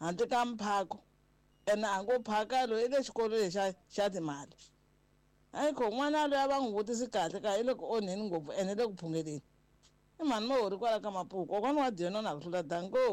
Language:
Tsonga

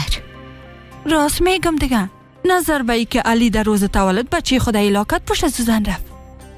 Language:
Persian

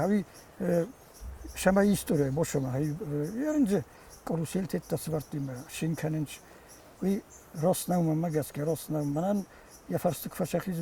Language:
Ossetic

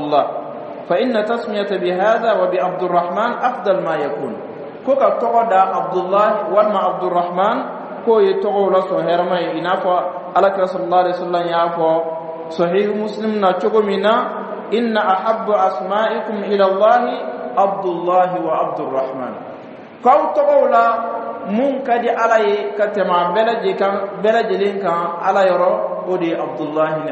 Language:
Dyula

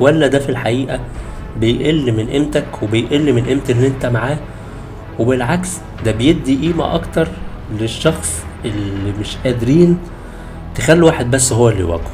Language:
Egyptian Arabic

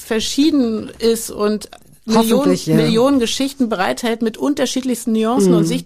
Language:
German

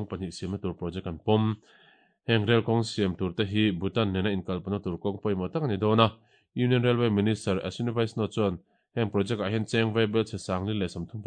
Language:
Mizo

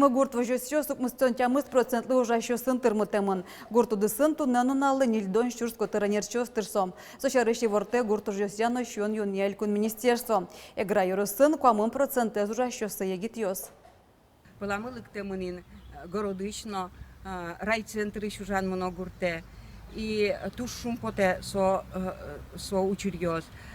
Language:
Udmurt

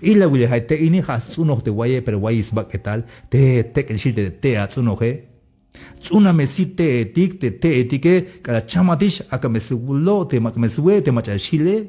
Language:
Tzeltal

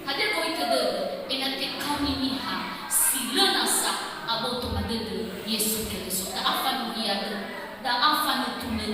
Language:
Nias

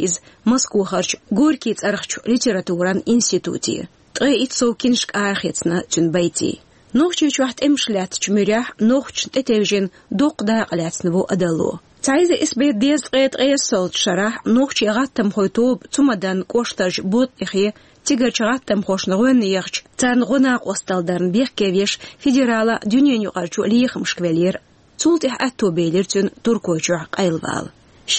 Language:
Chechen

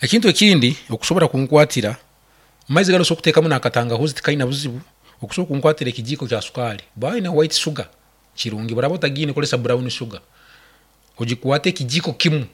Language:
Nyankole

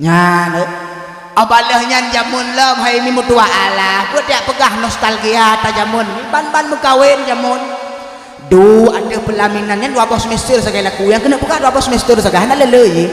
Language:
Achinese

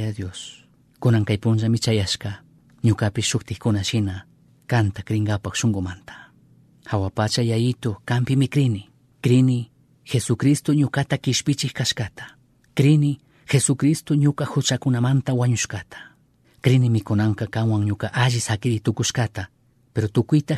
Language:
Chimborazo Highland Quichua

